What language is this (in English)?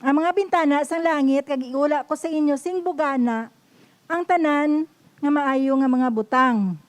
Hiligaynon